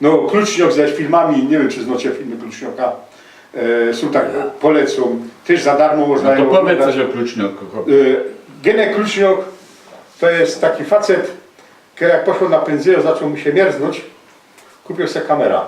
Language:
Silesian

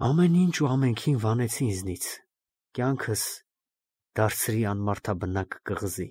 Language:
Armenian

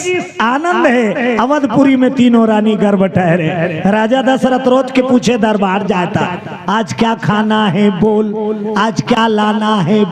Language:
Chhattisgarhi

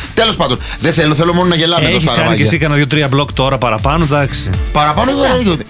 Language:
Greek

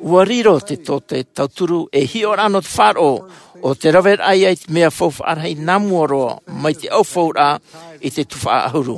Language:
Tahitian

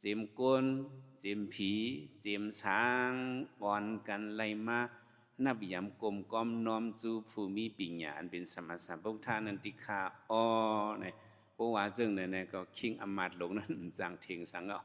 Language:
Shan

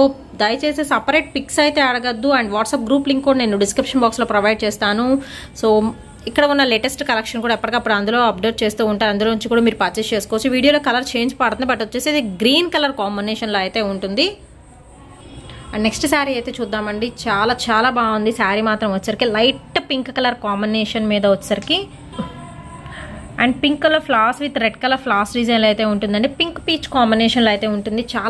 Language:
Telugu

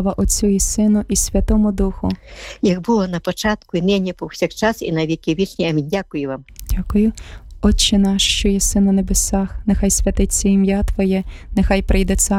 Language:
Ukrainian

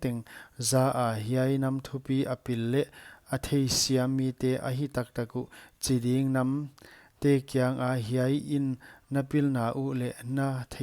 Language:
Paite Chin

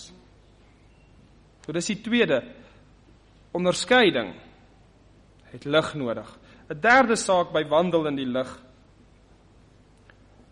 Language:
Afrikaans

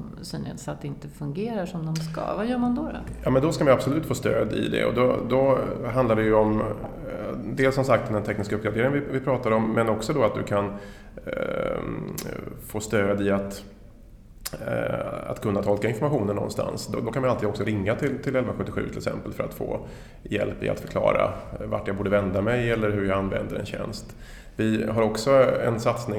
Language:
Swedish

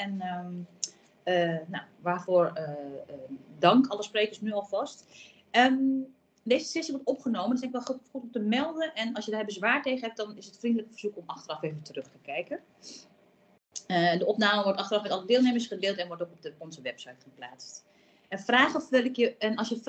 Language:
Dutch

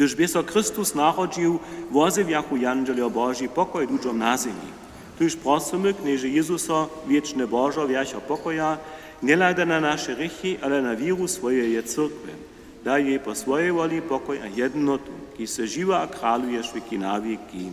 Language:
Upper Sorbian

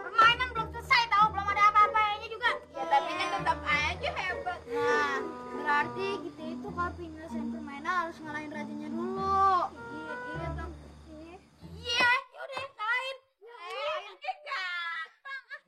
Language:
Betawi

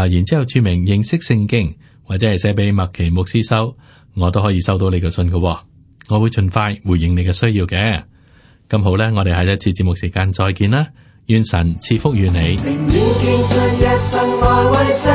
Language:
Cantonese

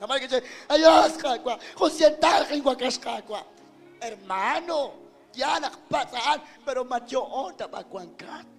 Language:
Kekchí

